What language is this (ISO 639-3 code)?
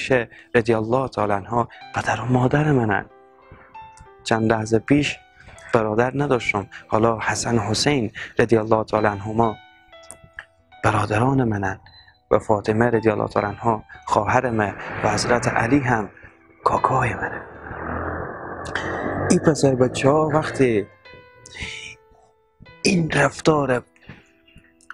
fas